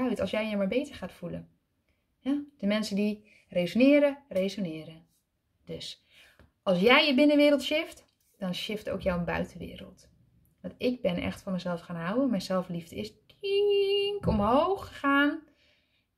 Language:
Dutch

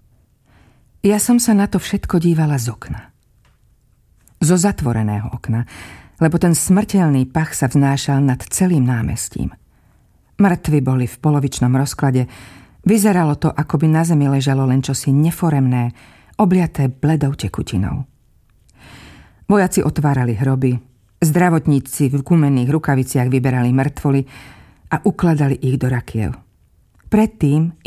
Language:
Slovak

